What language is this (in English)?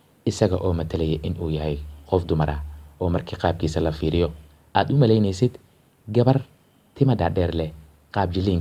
Somali